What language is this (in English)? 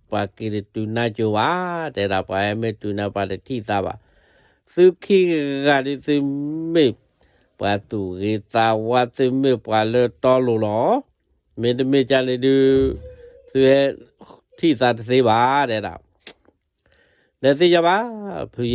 S'gaw Karen